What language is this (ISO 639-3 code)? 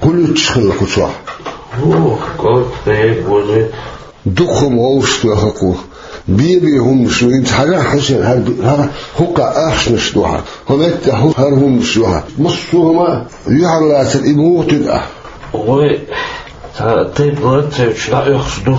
che